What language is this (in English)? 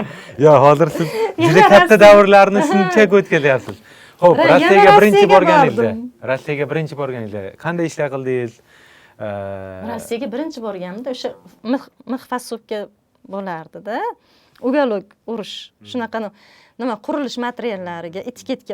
Uzbek